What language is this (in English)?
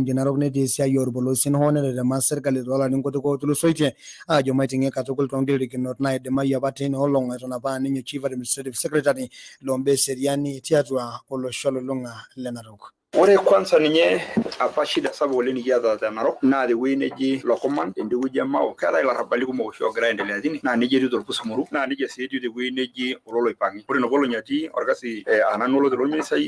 Masai